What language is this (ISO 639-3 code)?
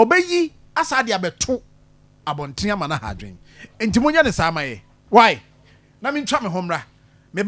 aka